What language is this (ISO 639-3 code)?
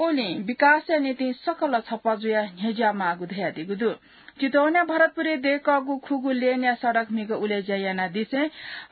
new